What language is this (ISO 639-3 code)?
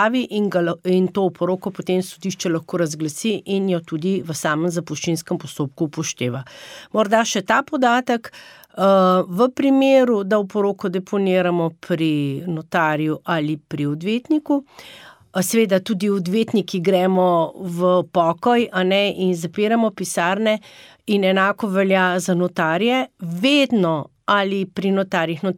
slv